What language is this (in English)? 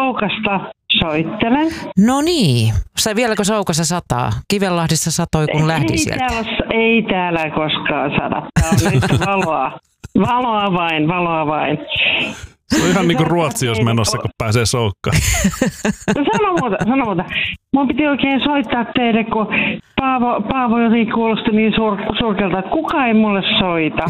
Finnish